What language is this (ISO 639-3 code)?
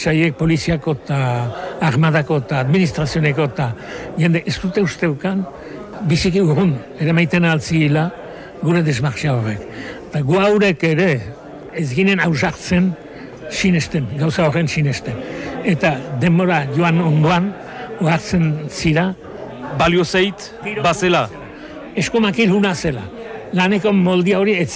eus